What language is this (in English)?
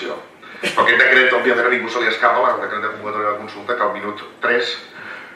Catalan